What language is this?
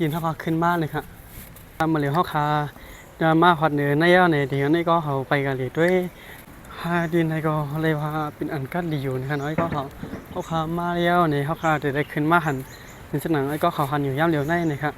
Shan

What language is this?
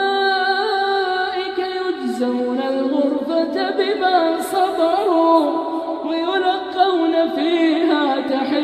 Arabic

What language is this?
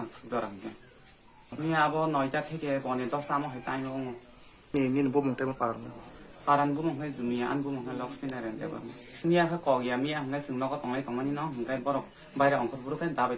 Kok Borok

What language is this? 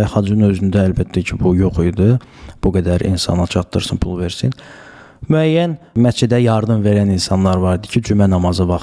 Azerbaijani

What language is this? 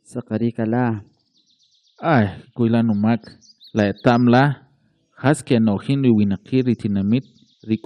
Kʼicheʼ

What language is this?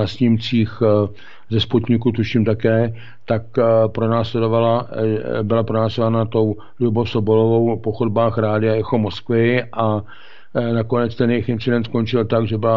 Czech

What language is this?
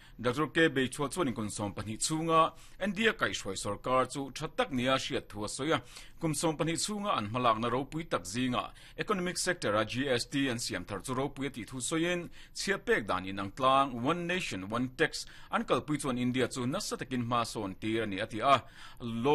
Mizo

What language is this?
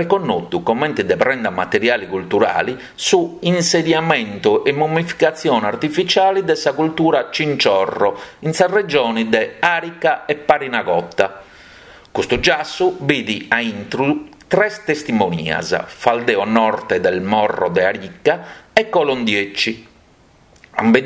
Sardinian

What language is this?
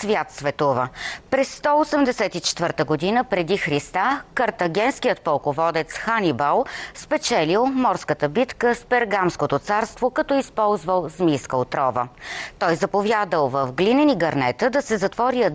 Bulgarian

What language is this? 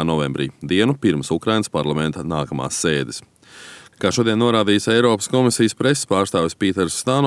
Latvian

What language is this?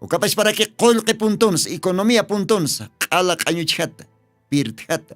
Aymara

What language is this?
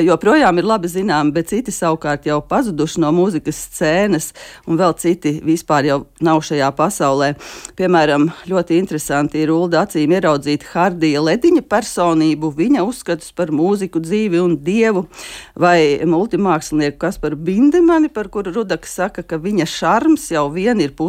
Latvian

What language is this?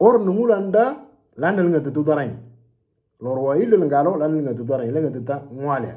Moro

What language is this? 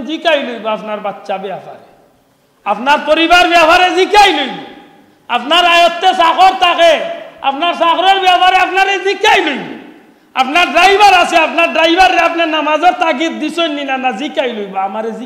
Sylheti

